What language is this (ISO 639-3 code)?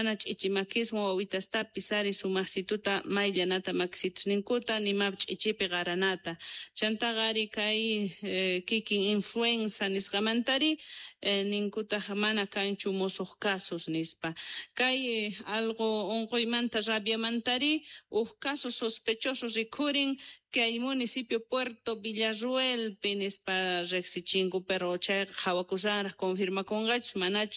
quh